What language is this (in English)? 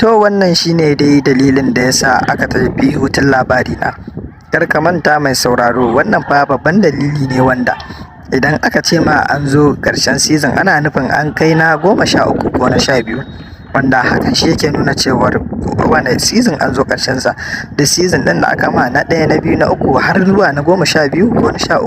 Hausa